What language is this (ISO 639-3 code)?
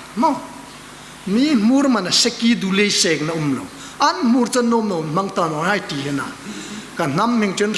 hmr